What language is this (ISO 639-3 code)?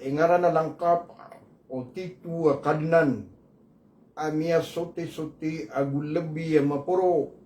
mrw